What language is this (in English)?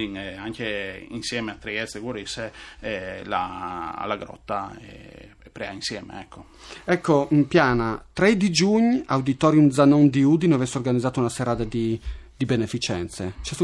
Friulian